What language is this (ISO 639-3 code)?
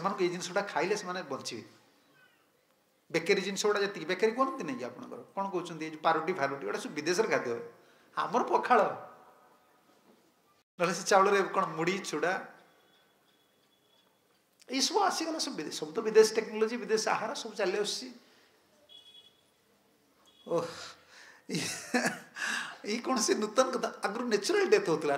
ori